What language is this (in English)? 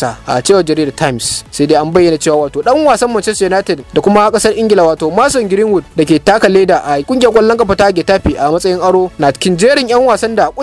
Hausa